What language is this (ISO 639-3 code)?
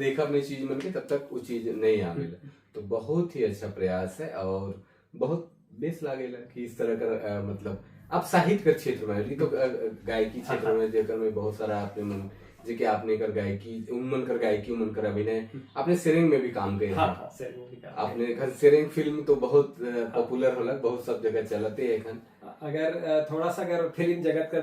sck